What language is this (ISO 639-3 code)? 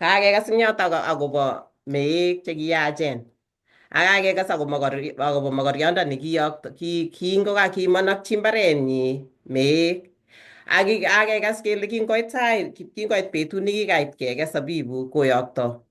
kln